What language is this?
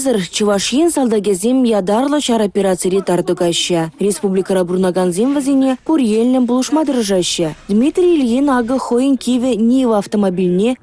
Chuvash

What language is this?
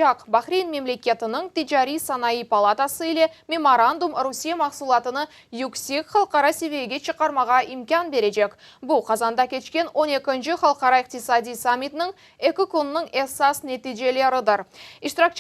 Crimean Tatar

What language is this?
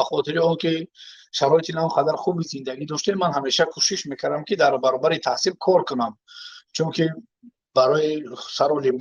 Tajik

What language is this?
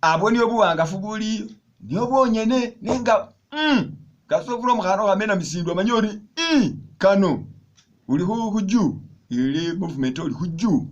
Masaaba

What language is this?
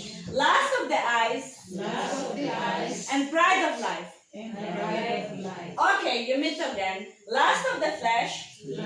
Tok Pisin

